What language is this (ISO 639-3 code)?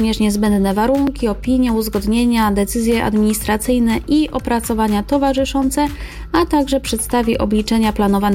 pol